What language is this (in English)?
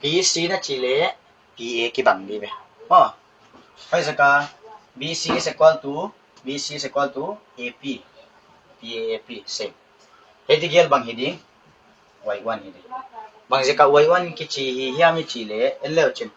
Paite Chin